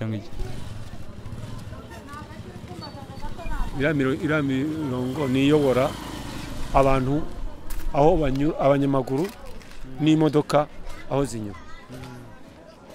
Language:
Kinyarwanda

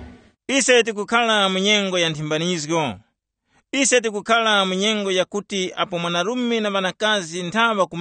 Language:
Tumbuka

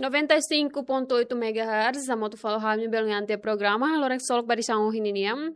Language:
Tetum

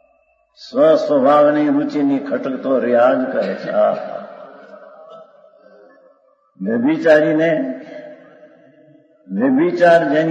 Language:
Gujarati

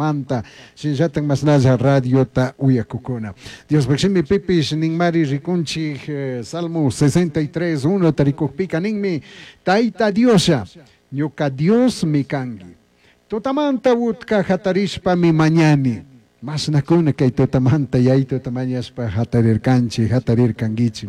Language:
Chimborazo Highland Quichua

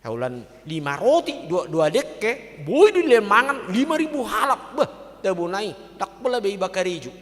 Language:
Batak Toba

